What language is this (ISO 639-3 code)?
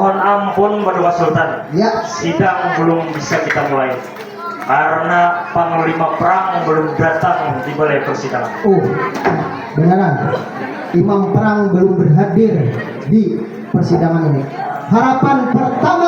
bjn